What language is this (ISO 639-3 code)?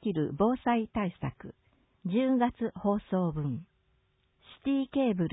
jpn